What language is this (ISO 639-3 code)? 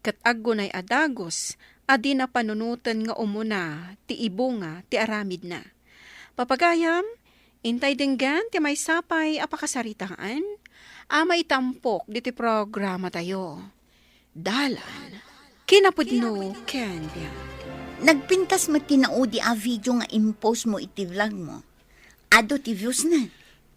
ilo